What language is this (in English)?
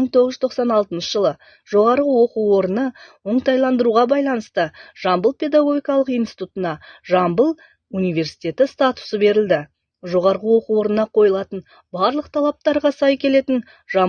Kazakh